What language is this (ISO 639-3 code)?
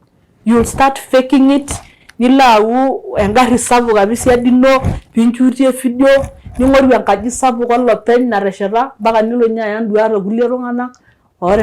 mas